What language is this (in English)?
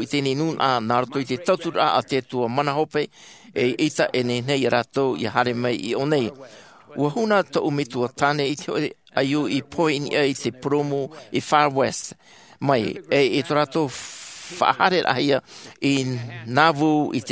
Tahitian